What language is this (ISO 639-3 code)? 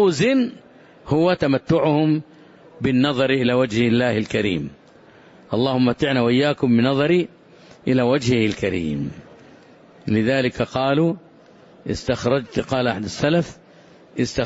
ara